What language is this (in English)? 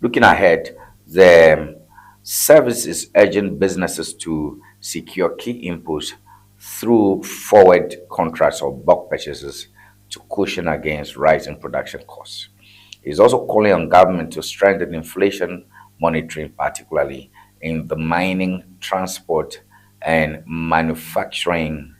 Ewe